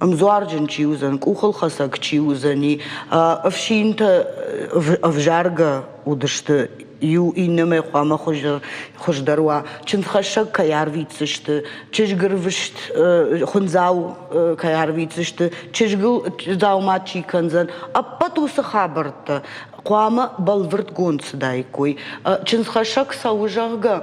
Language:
Ossetic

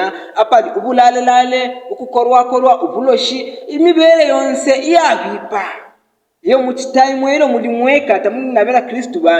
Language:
Bemba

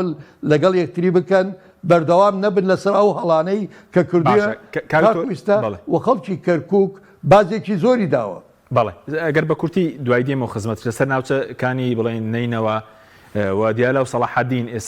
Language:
Central Kurdish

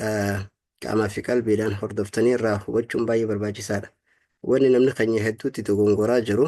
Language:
Oromo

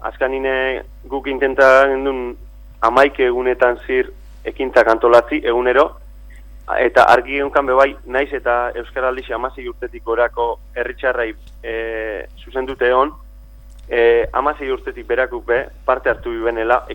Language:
Basque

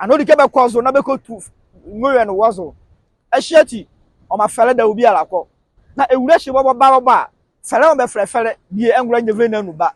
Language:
Nzima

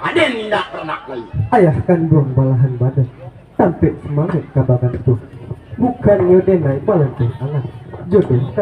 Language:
Minangkabau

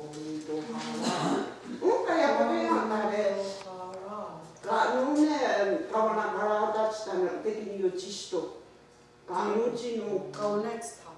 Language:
Mohawk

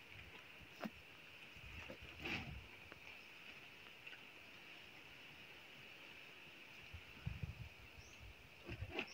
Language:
Filipino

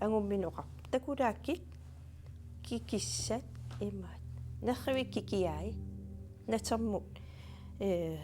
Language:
Kalaallisut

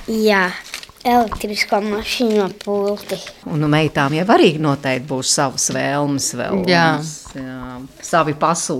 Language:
Latvian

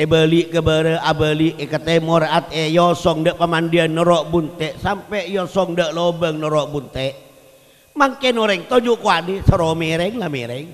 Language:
Madurese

